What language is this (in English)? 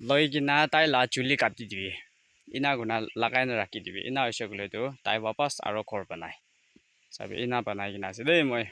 Naga Pidgin